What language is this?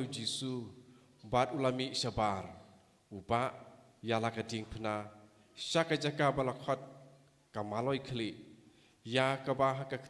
Khasi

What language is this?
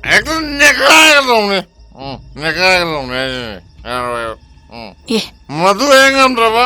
Manipuri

